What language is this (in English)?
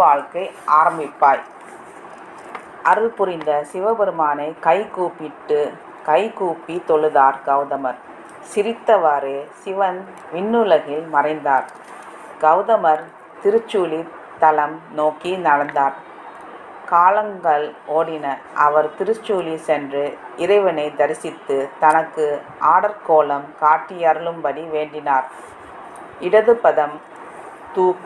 Tamil